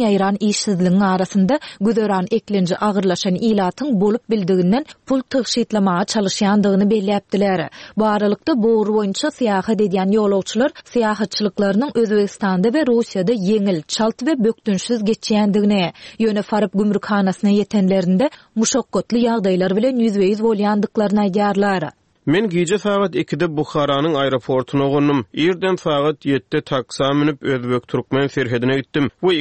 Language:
Turkmen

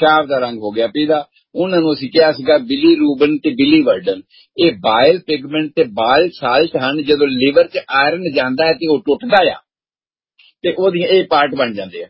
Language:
Punjabi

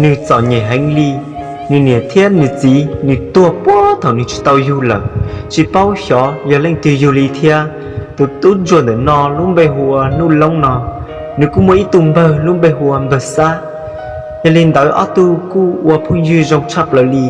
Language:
Hmong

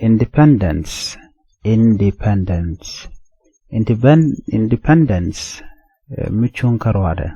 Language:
Nuer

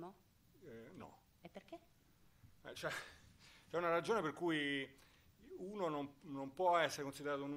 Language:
Italian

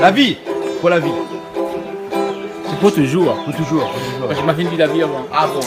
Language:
Réunion Creole French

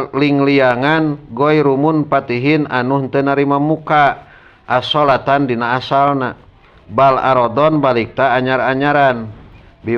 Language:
Sundanese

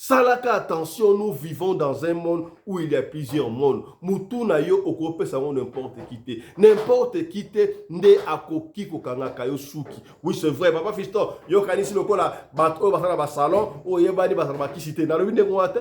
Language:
Lingala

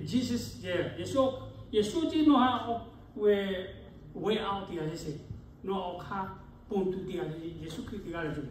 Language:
Lahu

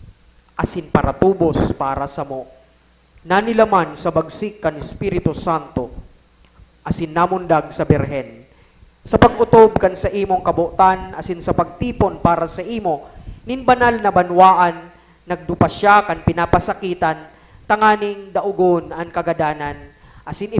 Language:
Bikol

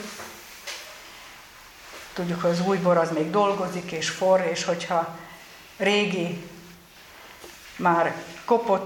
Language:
Hungarian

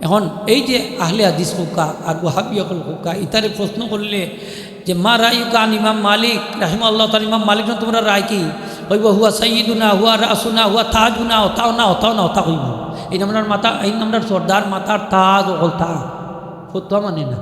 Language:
Sylheti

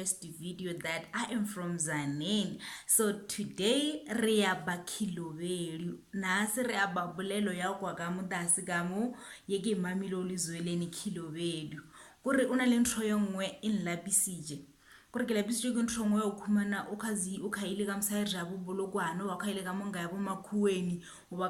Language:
Northern Sotho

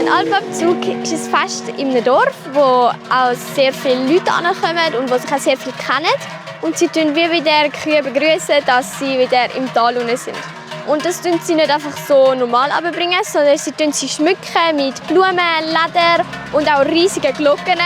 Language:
Swiss German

